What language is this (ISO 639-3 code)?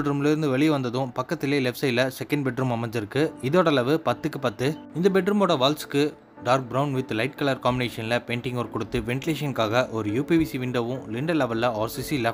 tam